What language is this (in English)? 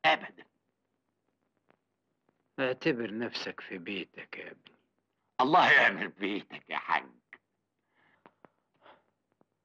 Egyptian Arabic